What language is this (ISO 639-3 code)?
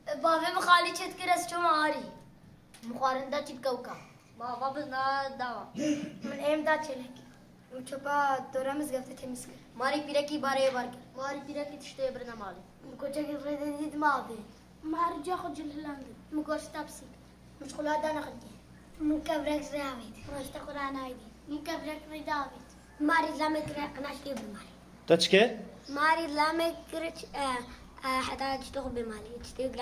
kur